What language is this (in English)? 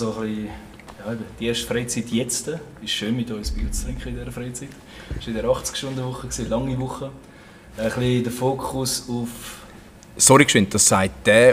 Swiss German